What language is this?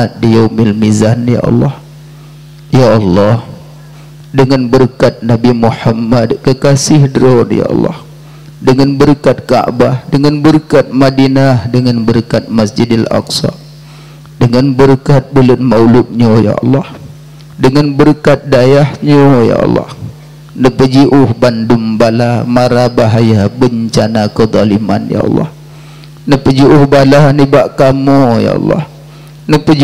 Achinese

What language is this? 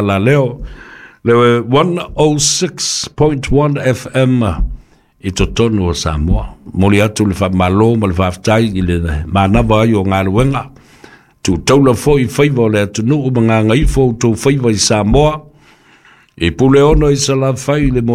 Samoan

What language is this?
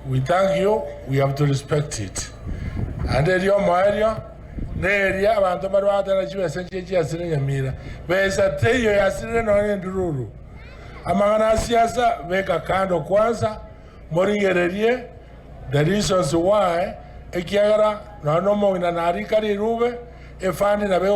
Gusii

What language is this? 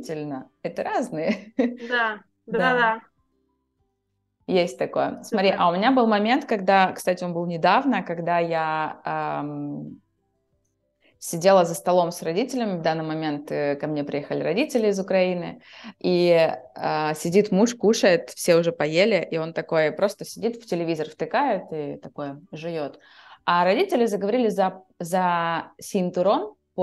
Russian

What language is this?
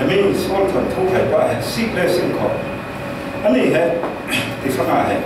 Falam Chin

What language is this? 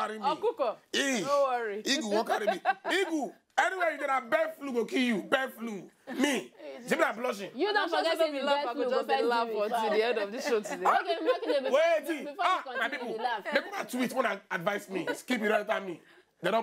Nigerian Pidgin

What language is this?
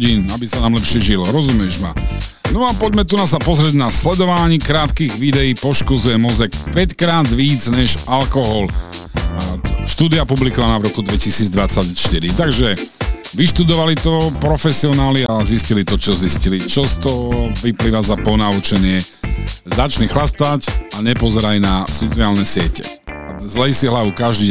Slovak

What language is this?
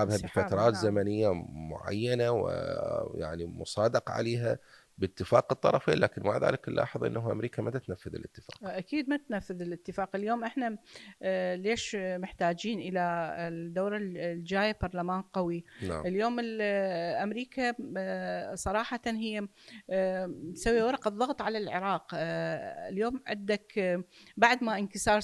Mesopotamian Arabic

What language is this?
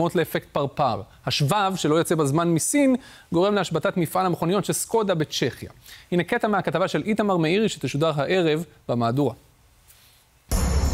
Hebrew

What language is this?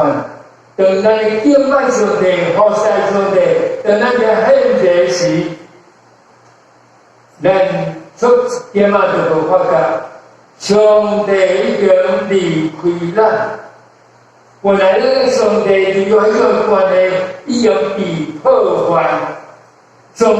Min Nan Chinese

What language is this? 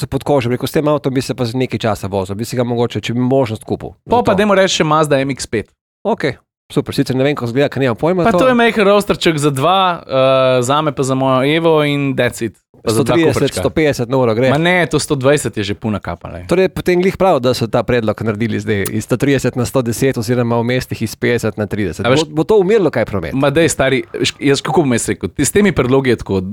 Slovenian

